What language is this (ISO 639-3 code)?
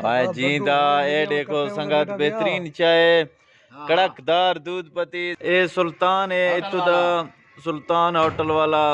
bgp